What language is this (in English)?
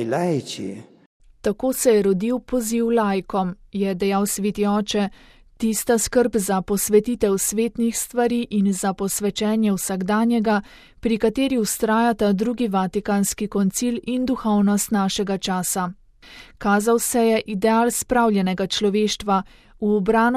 Slovenian